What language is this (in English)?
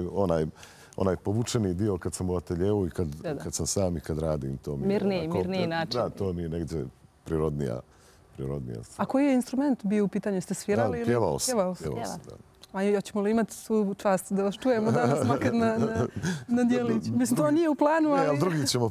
Croatian